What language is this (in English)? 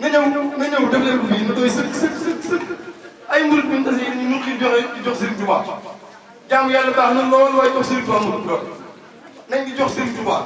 Wolof